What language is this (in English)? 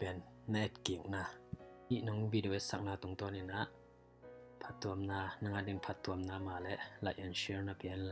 Tedim Chin